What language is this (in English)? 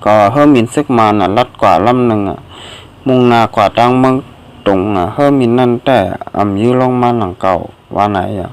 Shan